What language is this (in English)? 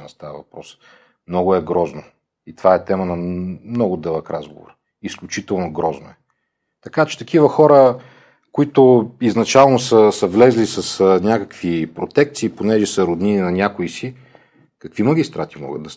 Bulgarian